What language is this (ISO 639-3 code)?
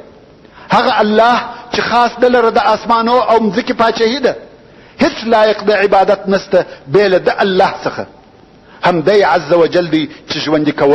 pus